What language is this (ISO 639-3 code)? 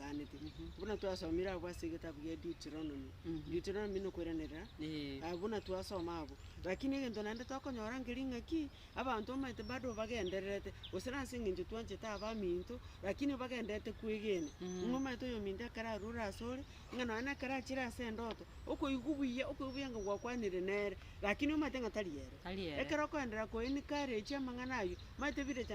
guz